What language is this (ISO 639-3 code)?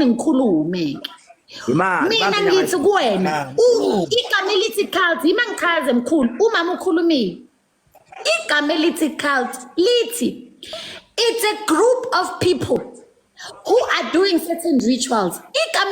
zul